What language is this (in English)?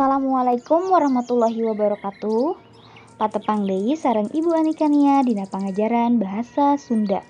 Sundanese